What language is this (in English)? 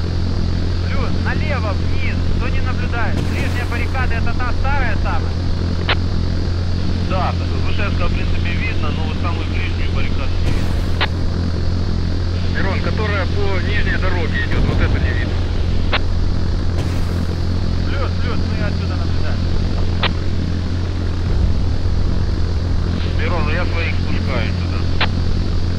Russian